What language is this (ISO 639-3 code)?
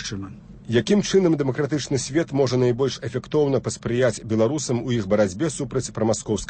bel